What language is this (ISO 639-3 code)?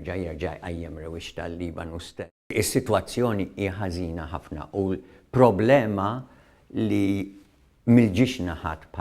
mlt